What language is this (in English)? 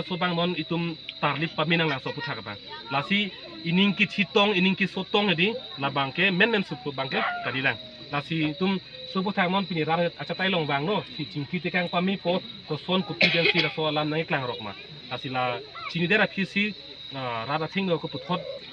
Karbi